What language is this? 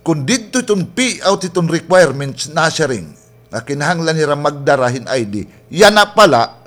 Waray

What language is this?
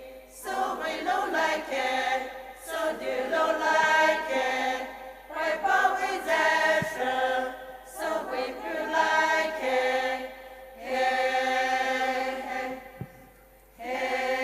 Poumei Naga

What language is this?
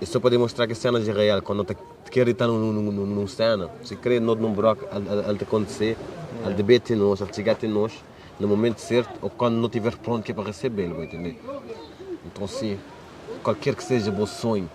Kabuverdianu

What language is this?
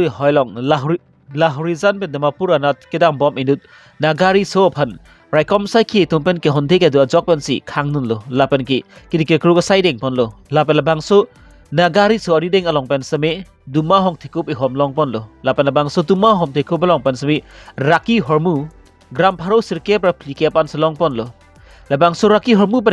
Karbi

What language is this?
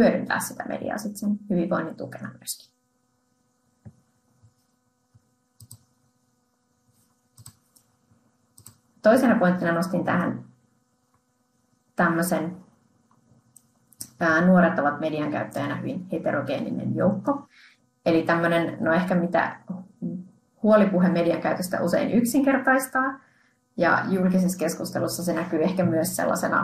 Finnish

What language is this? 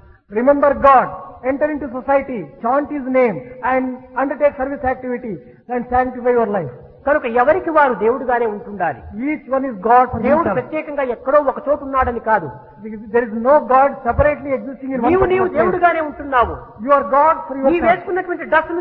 Telugu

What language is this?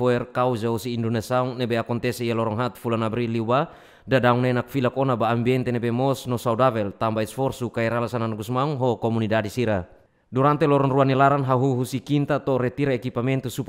Tetum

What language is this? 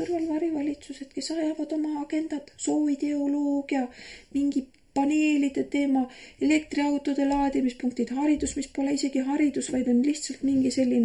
Estonian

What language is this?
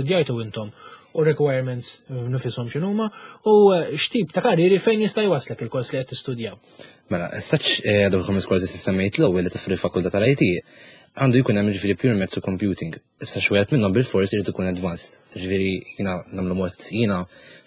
Maltese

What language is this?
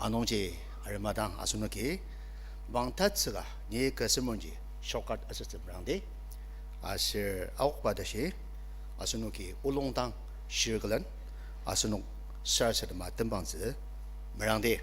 Ao Naga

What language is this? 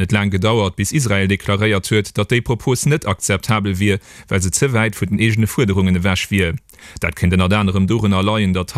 Luxembourgish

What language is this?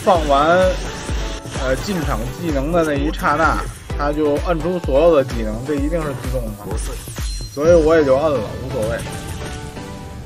Chinese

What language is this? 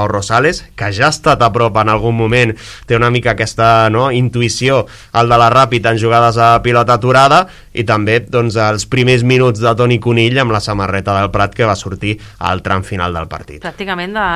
Catalan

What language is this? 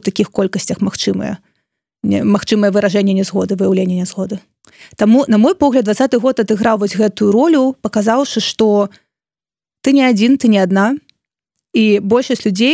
Belarusian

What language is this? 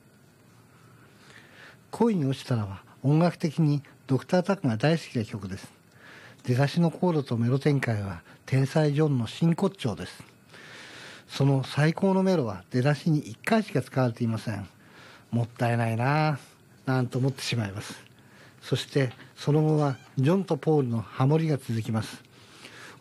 Japanese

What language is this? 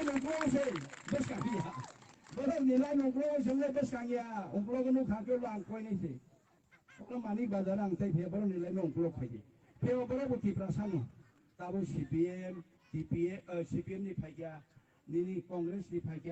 Kok Borok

